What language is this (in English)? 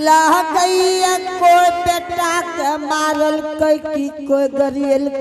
Angika